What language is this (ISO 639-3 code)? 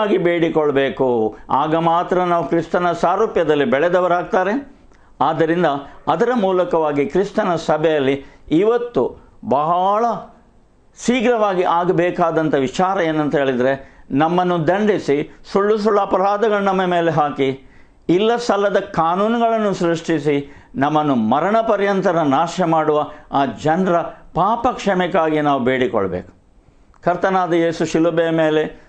kan